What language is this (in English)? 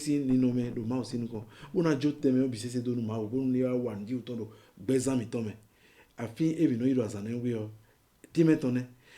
Fon